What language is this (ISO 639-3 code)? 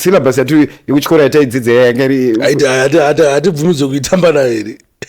sna